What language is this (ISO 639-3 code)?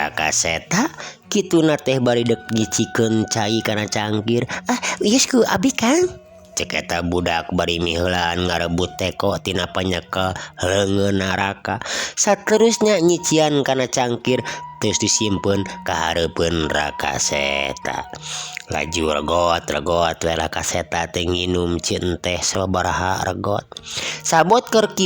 sun